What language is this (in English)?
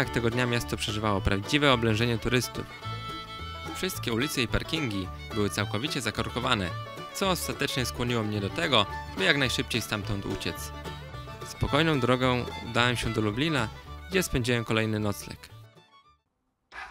Polish